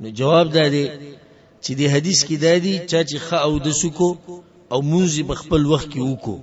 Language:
Pashto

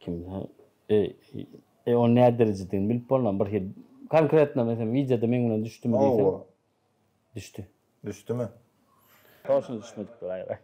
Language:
Turkmen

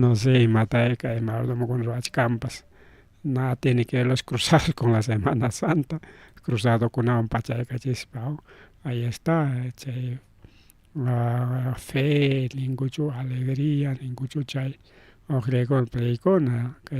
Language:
Ayacucho Quechua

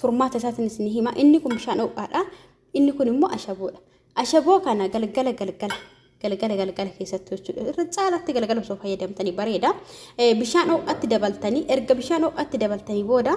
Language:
Oromo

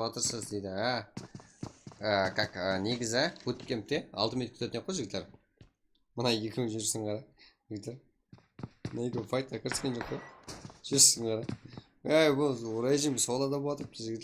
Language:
Kara-Kalpak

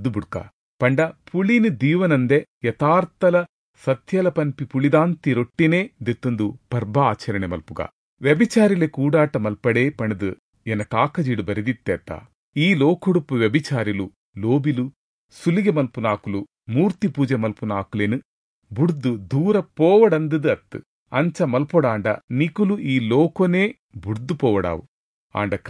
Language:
Tulu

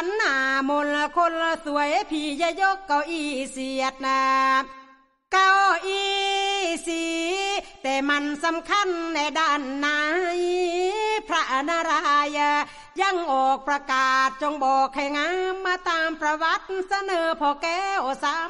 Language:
Thai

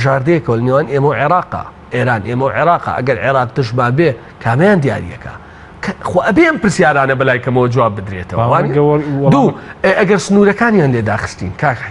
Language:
Central Kurdish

